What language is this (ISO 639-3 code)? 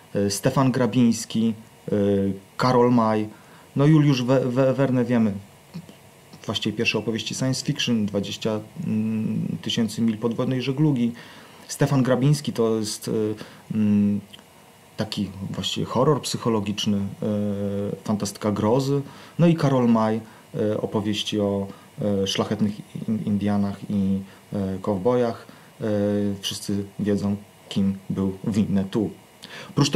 pol